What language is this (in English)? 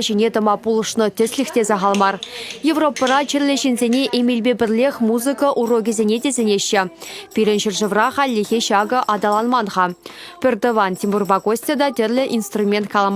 Chuvash